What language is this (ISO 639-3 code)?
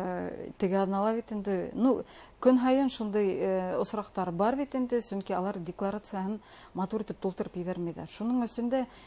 bak